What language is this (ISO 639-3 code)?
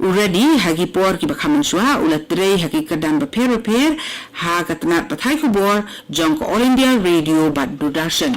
kha